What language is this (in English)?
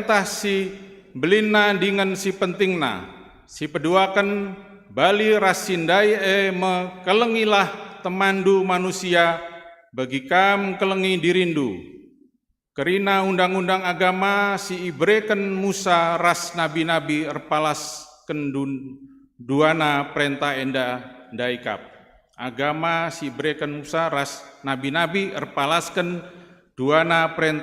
Batak Karo